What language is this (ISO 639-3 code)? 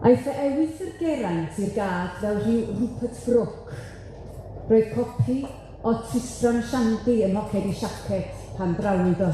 cym